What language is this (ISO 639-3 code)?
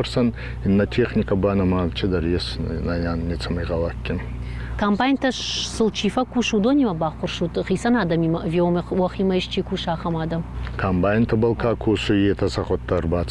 oss